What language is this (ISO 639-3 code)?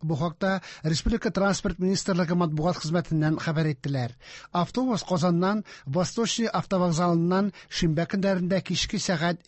tat